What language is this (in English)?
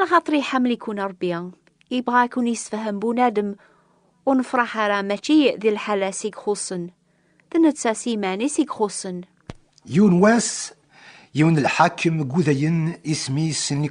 Kabyle